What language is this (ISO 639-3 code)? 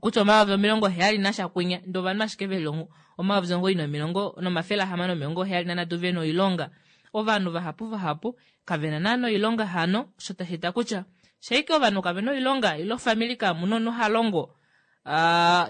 kua